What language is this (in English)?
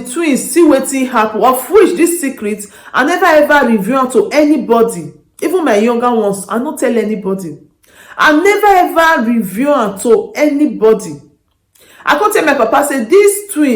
Nigerian Pidgin